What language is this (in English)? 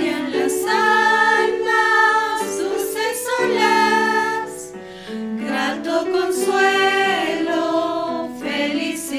South Bolivian Quechua